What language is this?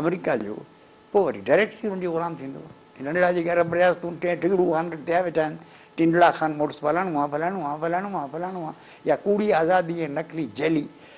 Sindhi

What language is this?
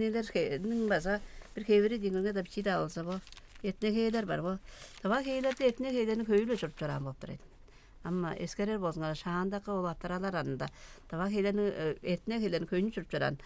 Tuvinian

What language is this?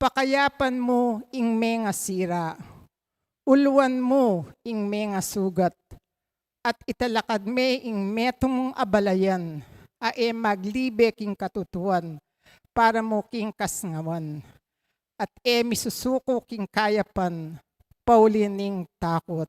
Pampanga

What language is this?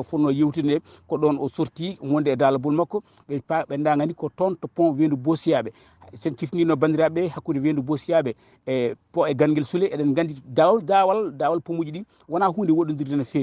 Fula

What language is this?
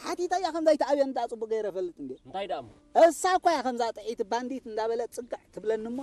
Tigrinya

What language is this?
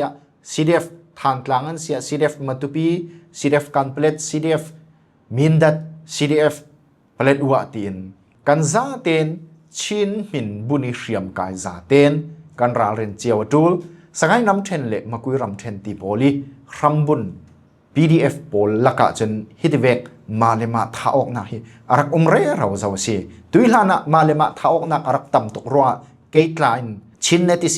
Falam Chin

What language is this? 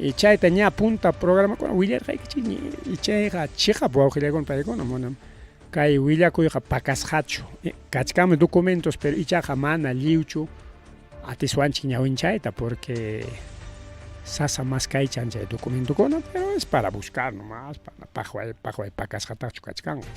Ayacucho Quechua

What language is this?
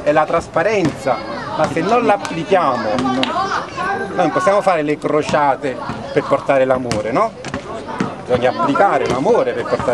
Italian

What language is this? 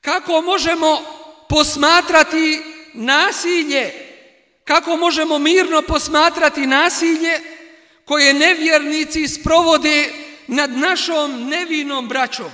Bosnian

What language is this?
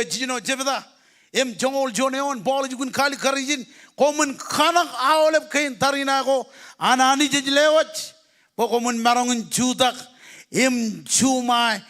Marshallese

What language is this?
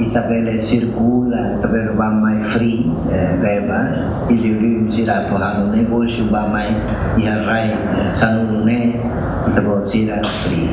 Tetum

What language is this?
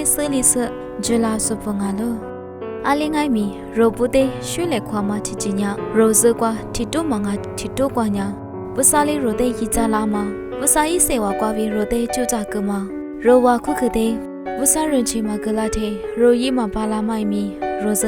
Lisu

